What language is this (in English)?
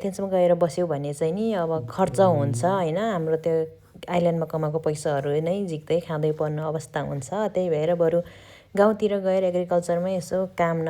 Nepali